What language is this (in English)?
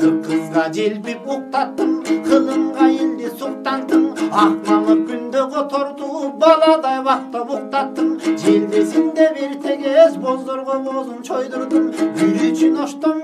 Kyrgyz